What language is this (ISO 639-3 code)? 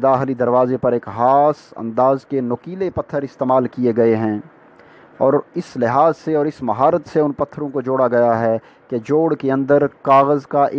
urd